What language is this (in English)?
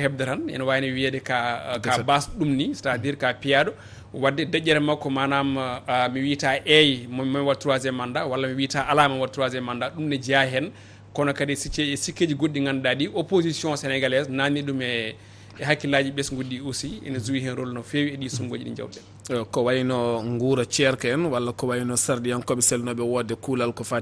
Fula